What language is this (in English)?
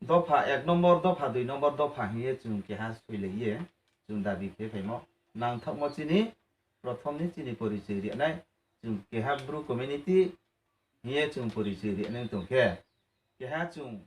Riang (India)